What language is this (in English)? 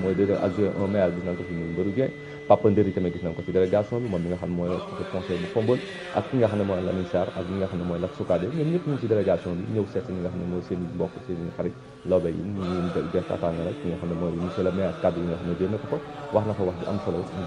Wolof